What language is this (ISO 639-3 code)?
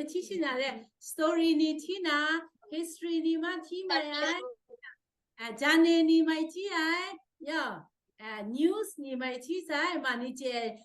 kac